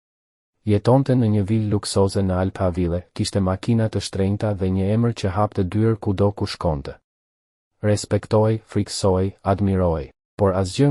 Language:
Albanian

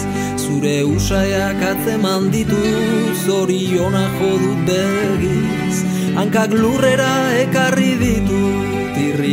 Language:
Basque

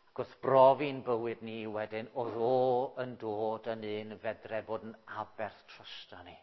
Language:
Welsh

